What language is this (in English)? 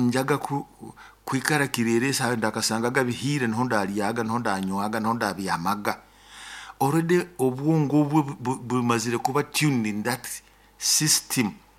Nyoro